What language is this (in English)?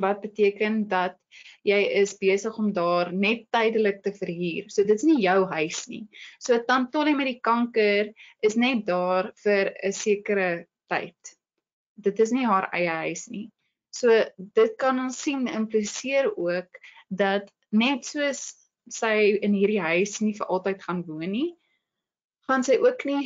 Afrikaans